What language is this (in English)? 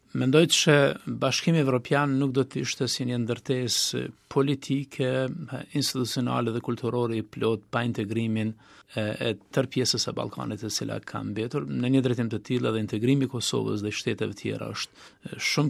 Albanian